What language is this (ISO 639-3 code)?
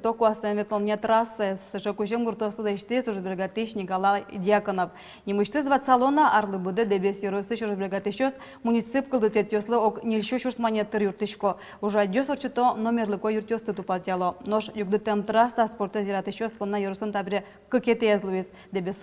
udm